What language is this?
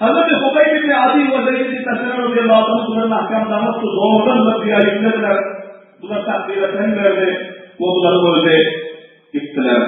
Turkmen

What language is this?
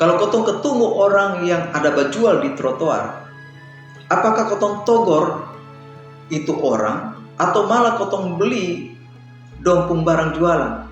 Kupang Malay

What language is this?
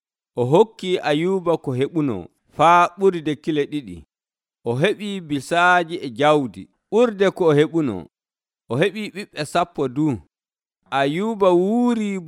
Nigerian Fulfulde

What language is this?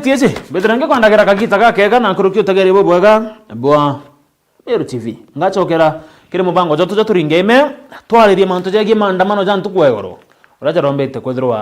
Meru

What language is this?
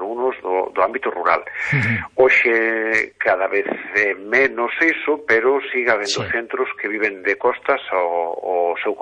Galician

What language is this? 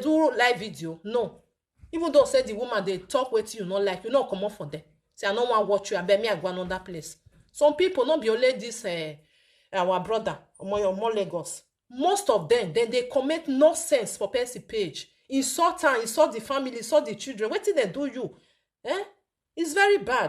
Nigerian Pidgin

